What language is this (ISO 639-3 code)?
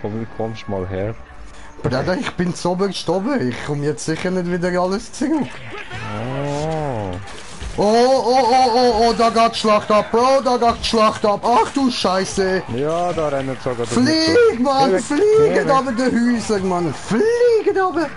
gsw